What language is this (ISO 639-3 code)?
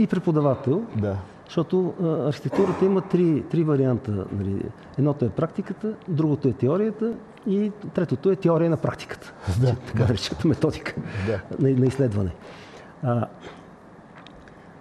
bul